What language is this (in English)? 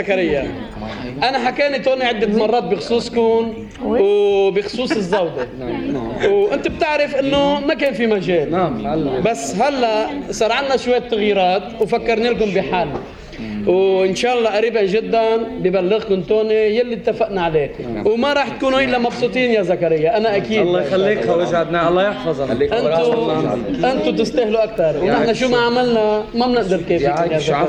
North Levantine Arabic